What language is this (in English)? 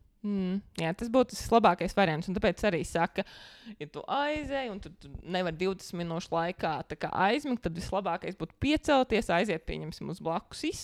Latvian